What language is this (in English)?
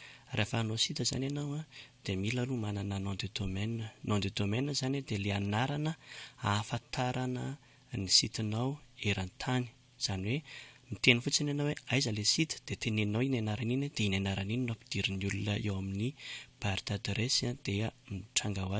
Malagasy